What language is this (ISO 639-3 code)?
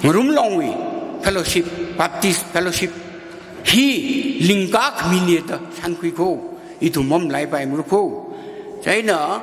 nmf